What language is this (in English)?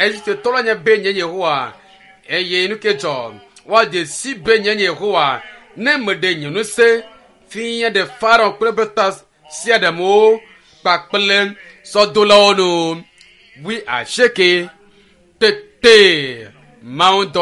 Ewe